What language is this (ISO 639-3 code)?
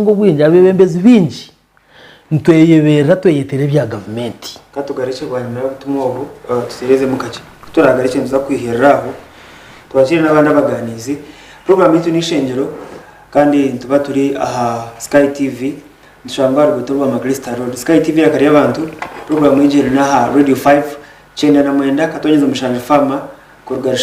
nyn